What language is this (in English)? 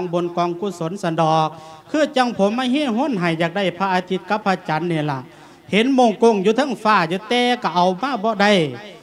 Lao